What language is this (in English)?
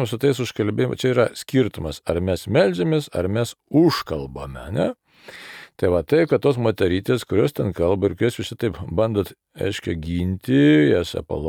Lithuanian